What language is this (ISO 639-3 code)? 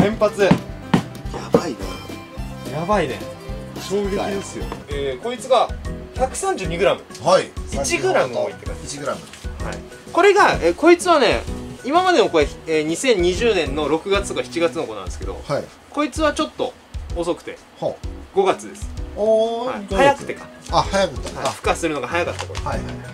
jpn